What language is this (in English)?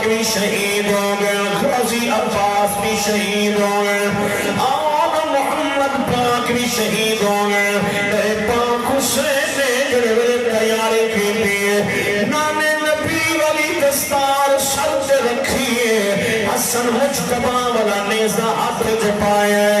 Saraiki